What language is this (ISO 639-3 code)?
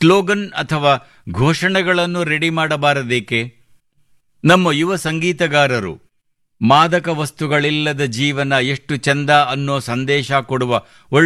kan